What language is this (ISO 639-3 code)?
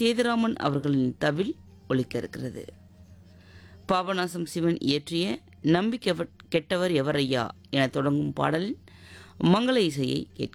tam